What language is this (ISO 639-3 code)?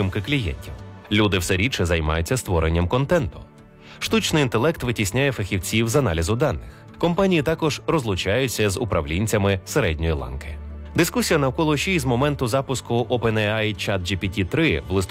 ukr